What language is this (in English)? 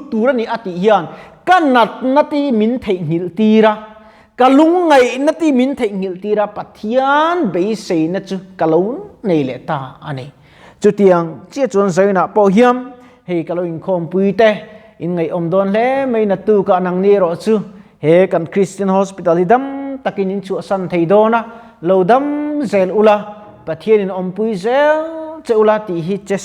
Mizo